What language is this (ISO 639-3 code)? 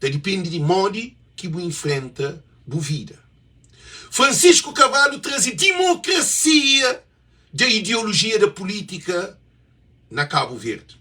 kea